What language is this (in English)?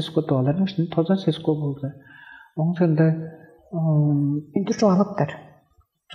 Tuvinian